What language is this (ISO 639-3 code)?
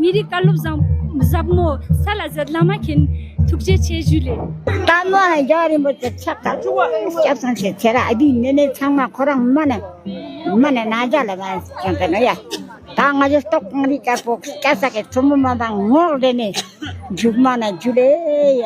lbj